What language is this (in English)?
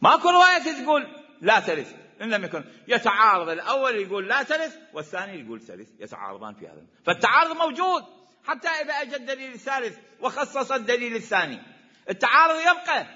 Mesopotamian Arabic